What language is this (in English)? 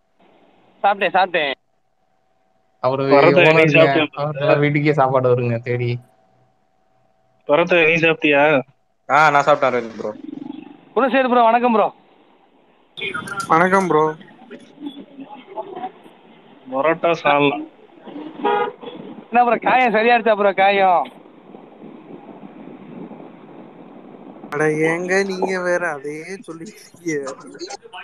Tamil